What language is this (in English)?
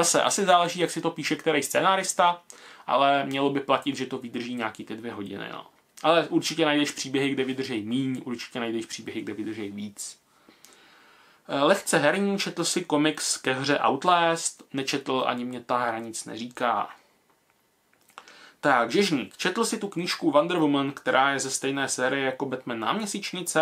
Czech